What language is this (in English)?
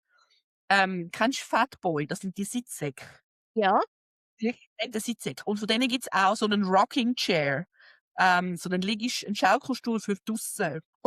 Swiss German